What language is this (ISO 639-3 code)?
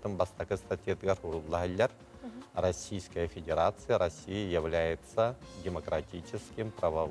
sah